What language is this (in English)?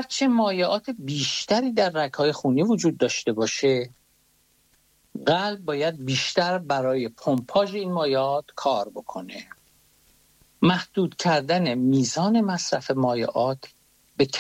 Persian